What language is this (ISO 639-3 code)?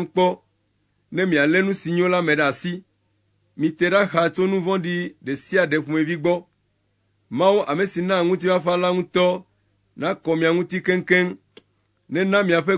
ewe